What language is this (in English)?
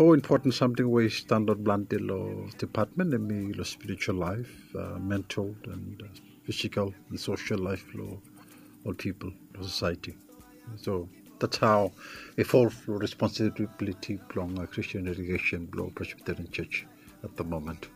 Bislama